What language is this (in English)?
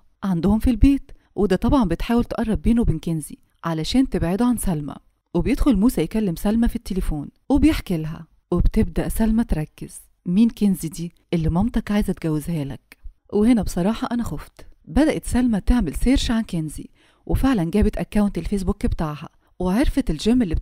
Egyptian Arabic